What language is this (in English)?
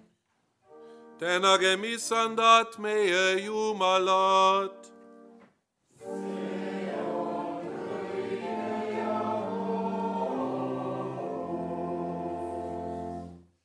Estonian